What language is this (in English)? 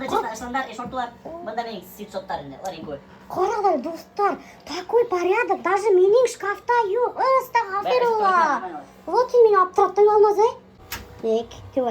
Bashkir